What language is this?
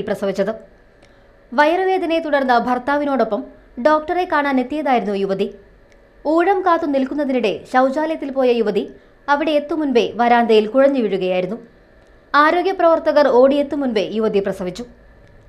Malayalam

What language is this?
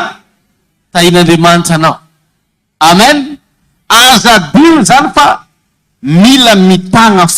Malagasy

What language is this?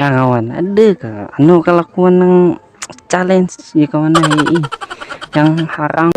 Banjar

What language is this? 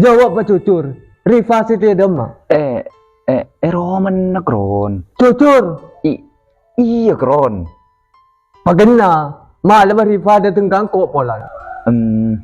Madurese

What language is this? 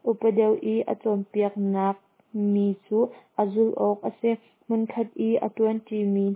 Hakha Chin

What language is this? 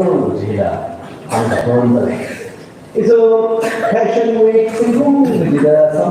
Tangkhul Naga (India)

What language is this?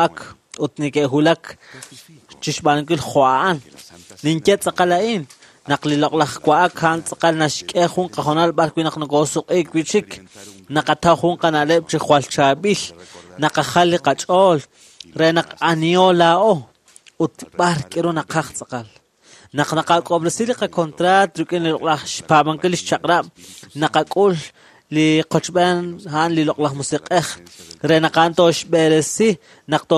Kekchí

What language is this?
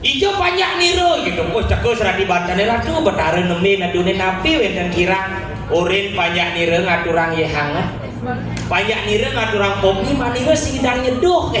Balinese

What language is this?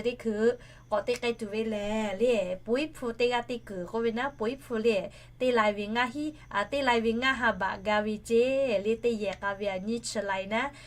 Lahu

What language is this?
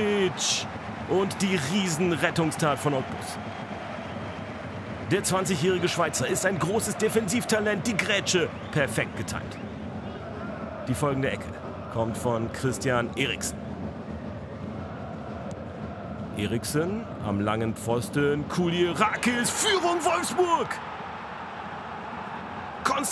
German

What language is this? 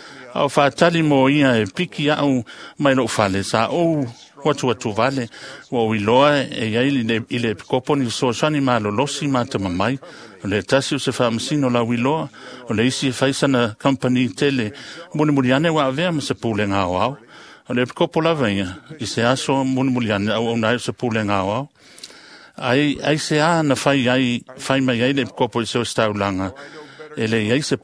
Samoan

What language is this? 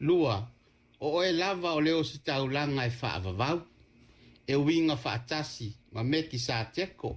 Samoan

